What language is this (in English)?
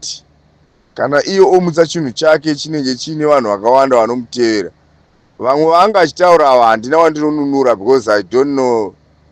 Shona